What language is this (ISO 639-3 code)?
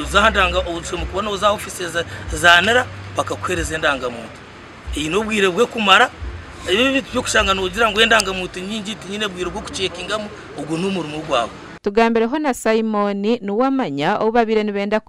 nyn